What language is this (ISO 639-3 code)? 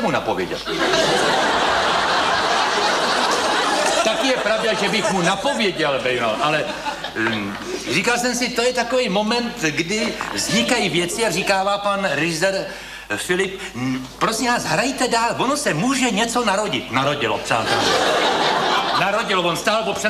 ces